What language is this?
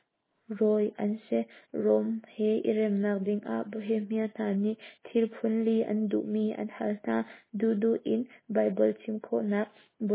Hakha Chin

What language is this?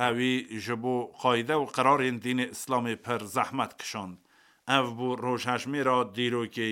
Kurdish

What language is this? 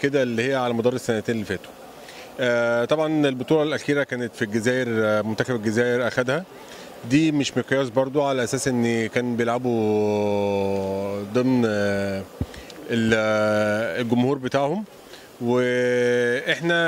Egyptian Arabic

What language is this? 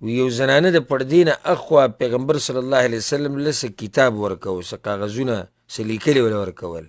Pashto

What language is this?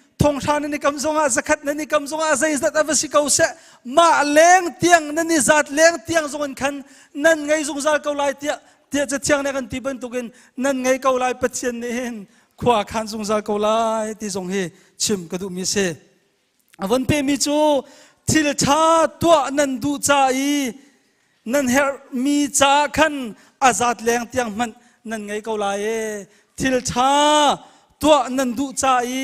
Hakha Chin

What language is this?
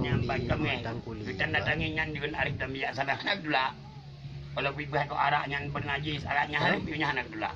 Achinese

